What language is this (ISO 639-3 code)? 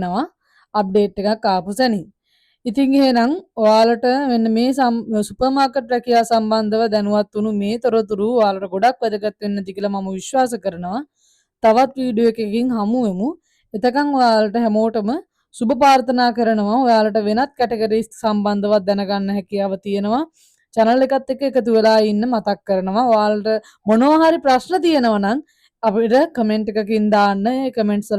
sin